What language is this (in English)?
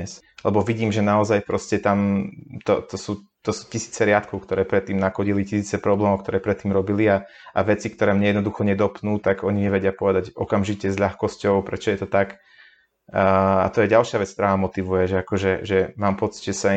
Slovak